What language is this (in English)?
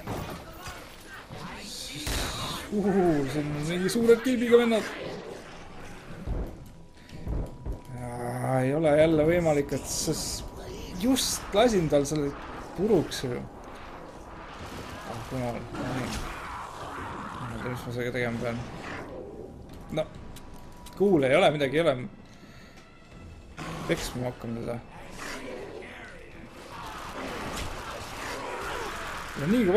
Estonian